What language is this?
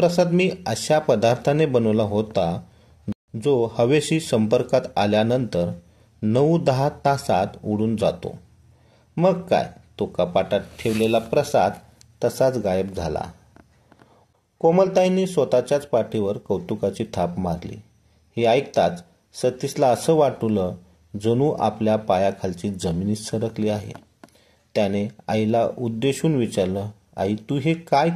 Marathi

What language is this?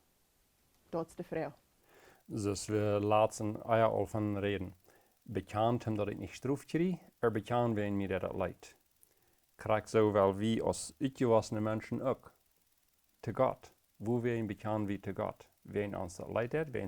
Plautdietsch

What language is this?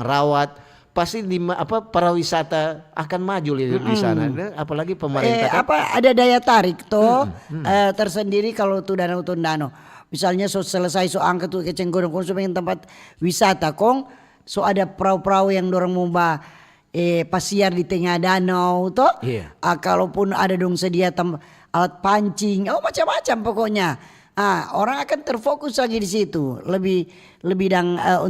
Manado Malay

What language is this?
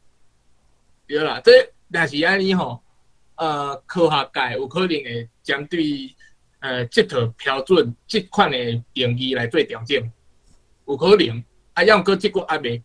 Min Nan Chinese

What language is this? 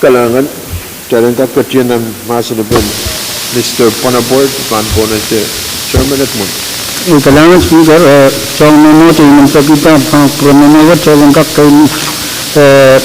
Pohnpeian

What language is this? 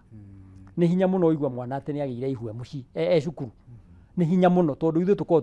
Kikuyu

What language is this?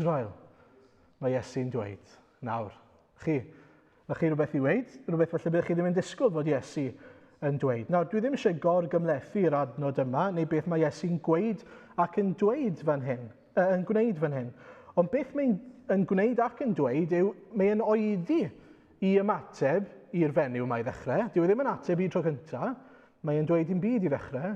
Welsh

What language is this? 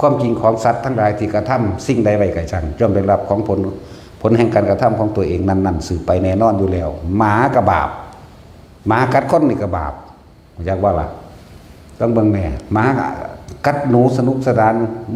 Northeastern Thai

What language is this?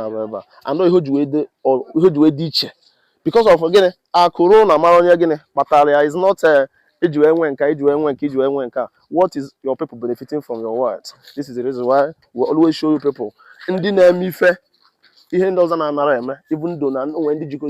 Igbo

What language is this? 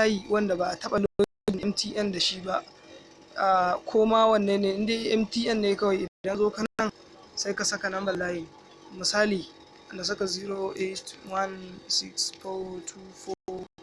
Hausa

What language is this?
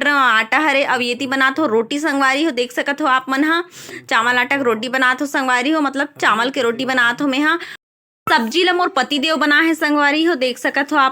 Chhattisgarhi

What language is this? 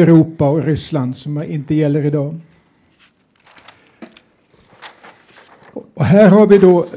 Swedish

